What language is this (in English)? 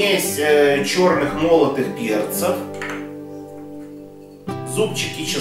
Russian